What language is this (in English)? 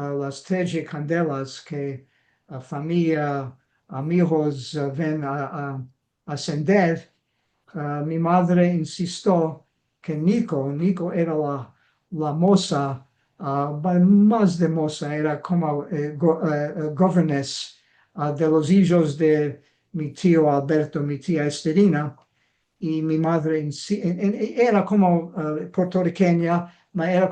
Ladino